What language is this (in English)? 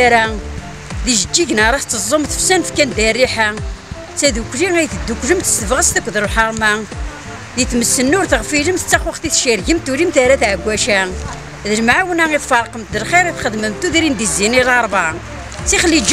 Kabyle